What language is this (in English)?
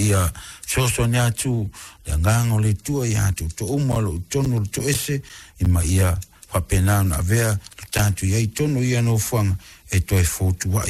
Samoan